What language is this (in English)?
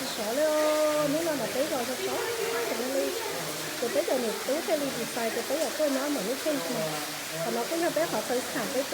Hmong